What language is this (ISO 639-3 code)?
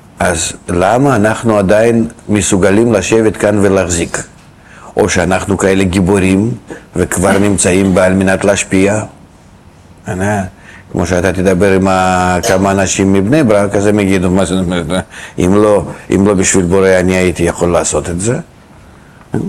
heb